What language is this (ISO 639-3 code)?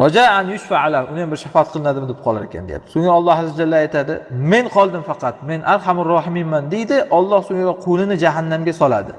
uzb